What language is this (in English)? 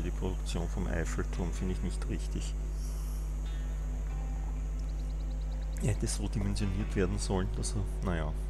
German